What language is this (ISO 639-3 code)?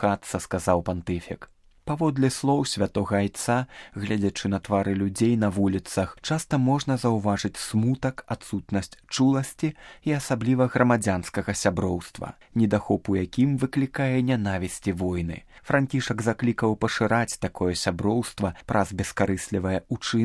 bel